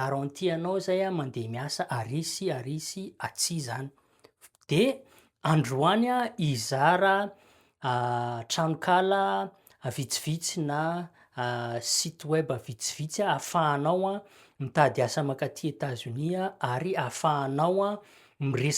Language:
Malagasy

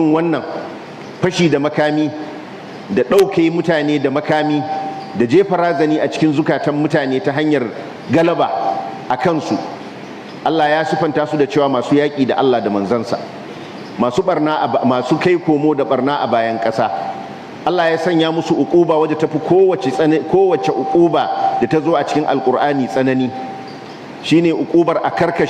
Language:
Hausa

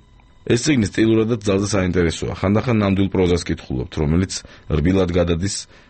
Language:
Georgian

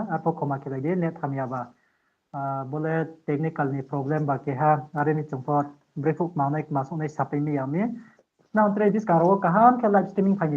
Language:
Riang (India)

